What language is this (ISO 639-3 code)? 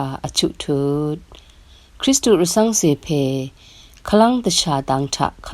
raw